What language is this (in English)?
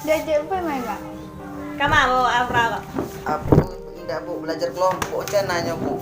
Minangkabau